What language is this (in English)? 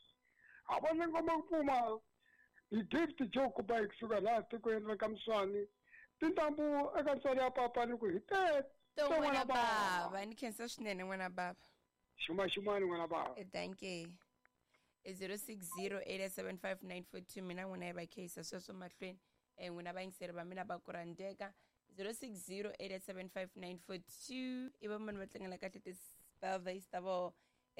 Tsonga